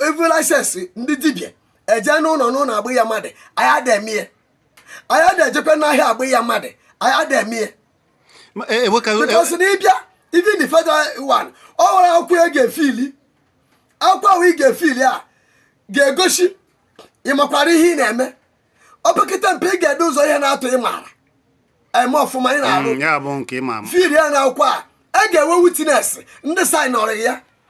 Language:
Igbo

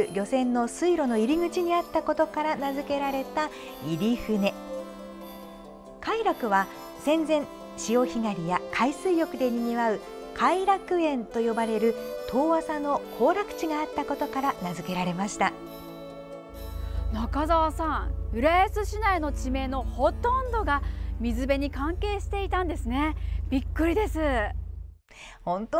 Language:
Japanese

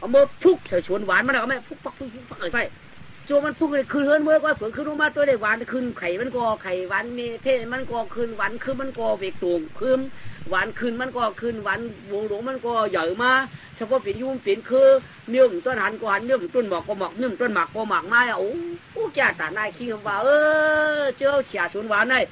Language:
Shan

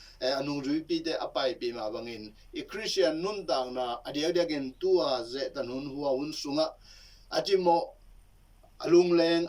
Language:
Tedim Chin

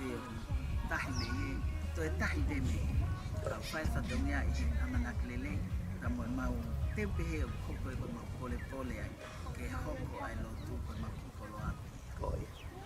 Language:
Tongan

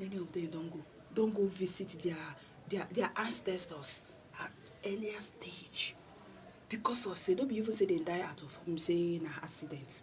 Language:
Nigerian Pidgin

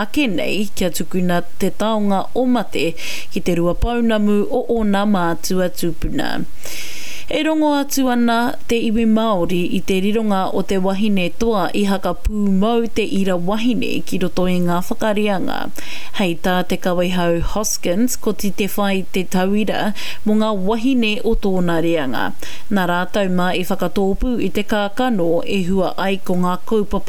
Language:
Māori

